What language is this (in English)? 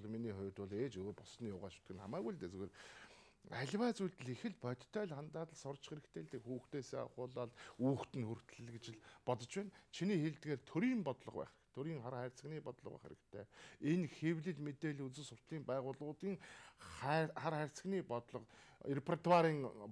Mongolian